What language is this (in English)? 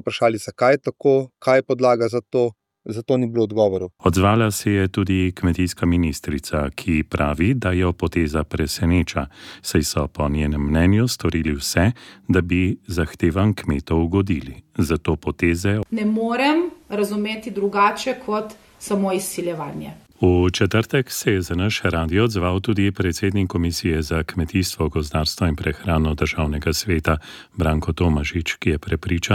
Slovenian